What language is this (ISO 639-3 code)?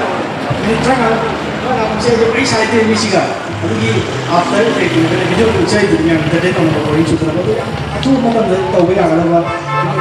mni